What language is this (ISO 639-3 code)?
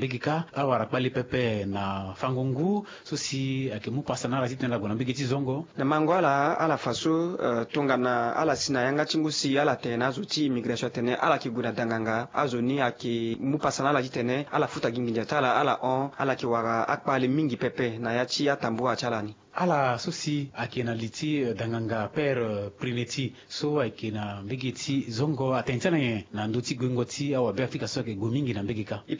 sag